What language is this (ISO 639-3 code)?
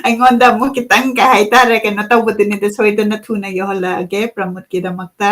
mni